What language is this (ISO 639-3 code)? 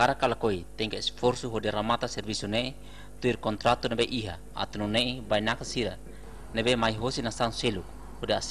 tet